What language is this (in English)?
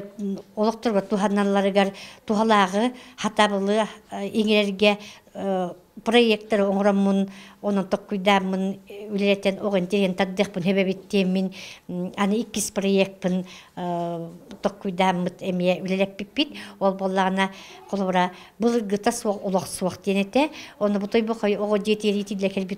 Yakut